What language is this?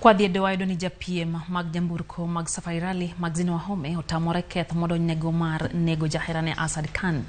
Luo (Kenya and Tanzania)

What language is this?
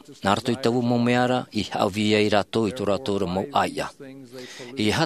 Tahitian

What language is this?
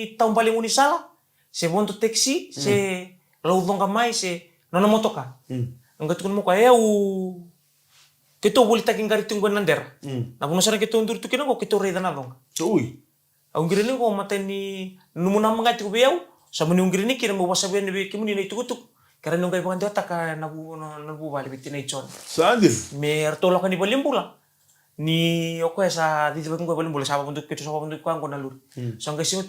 Fijian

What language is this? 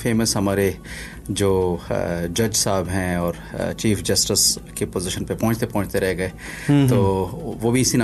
Urdu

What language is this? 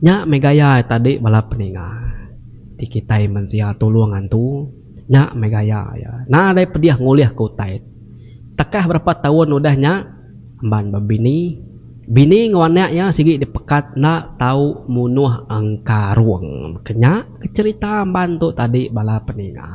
Iban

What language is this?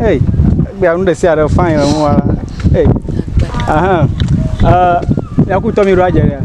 Ewe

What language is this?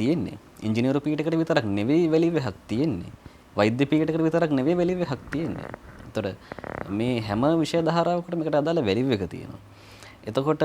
Sinhala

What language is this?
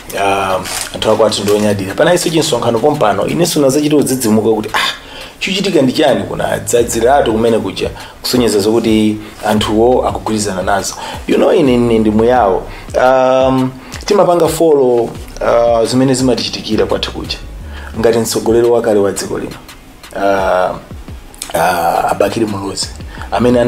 Nyanja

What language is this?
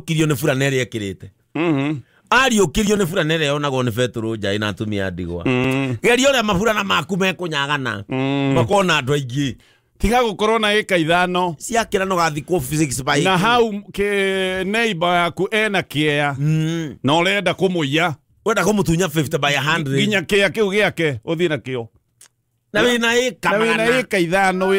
Kikuyu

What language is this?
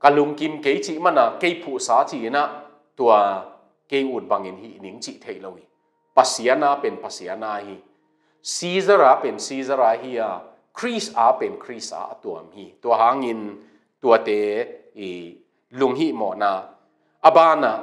Tedim Chin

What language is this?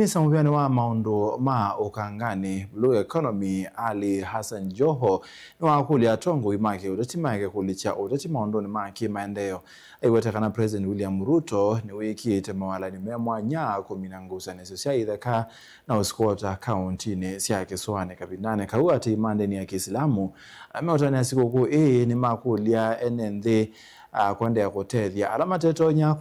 Kamba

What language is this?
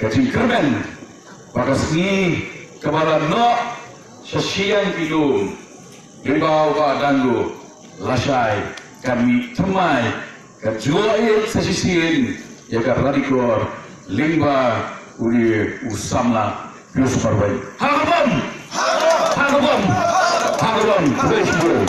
Khasi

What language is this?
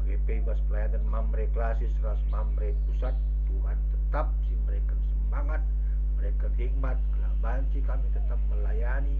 Batak Karo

